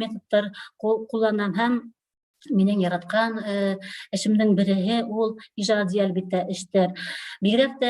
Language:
Bashkir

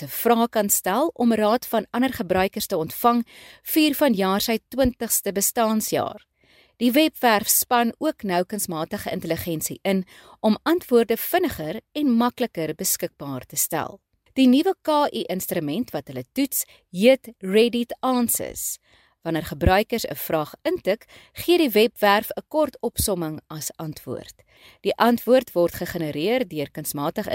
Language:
Afrikaans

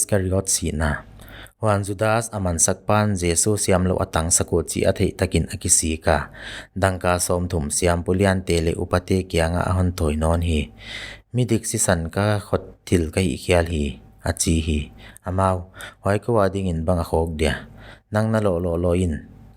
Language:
Paite Chin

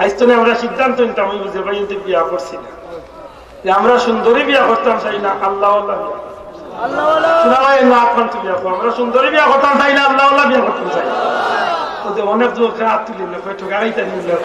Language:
Sylheti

